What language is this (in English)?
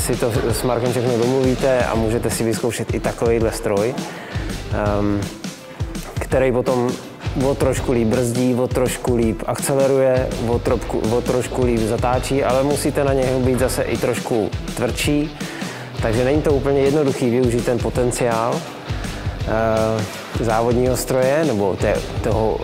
Czech